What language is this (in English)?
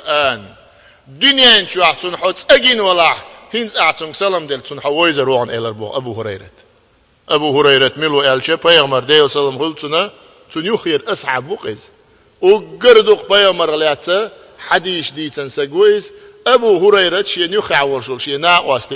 Chechen